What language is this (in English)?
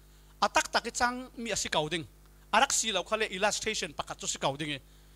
Falam Chin